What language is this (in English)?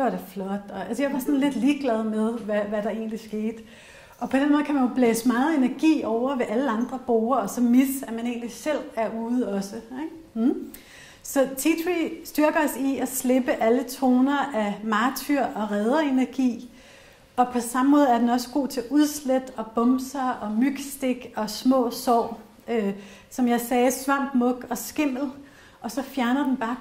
Danish